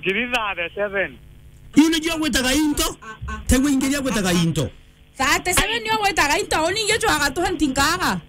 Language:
Meru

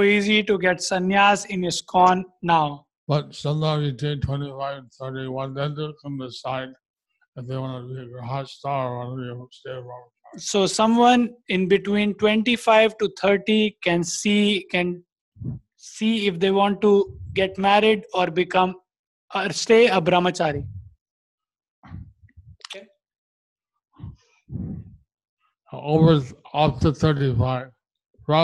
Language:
English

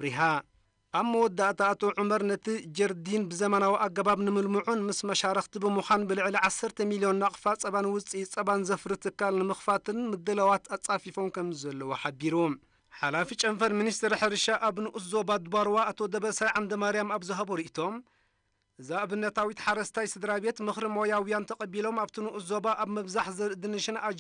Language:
Tigrinya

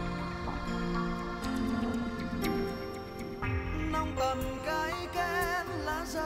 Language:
Vietnamese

